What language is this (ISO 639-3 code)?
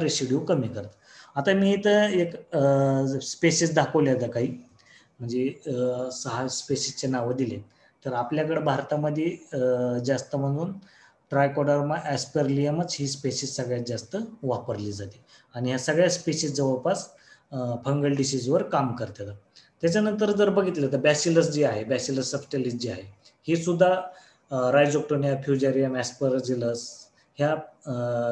mar